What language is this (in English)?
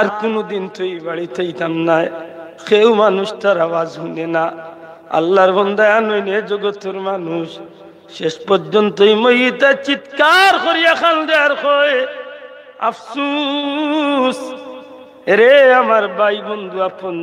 Sylheti